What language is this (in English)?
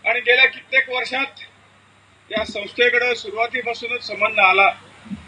Marathi